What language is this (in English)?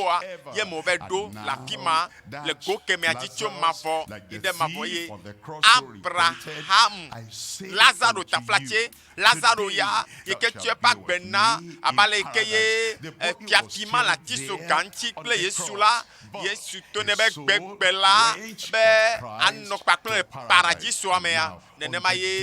Ewe